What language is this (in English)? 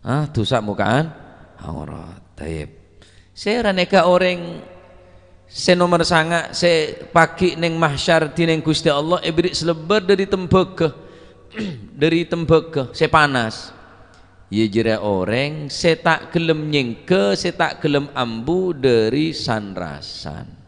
Madurese